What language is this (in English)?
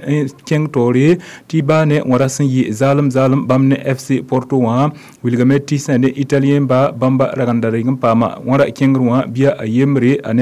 Mossi